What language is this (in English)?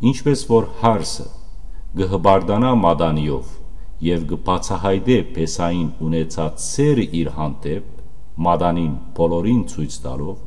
Western Armenian